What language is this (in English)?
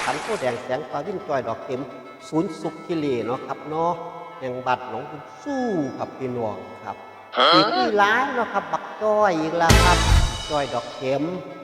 Northeastern Thai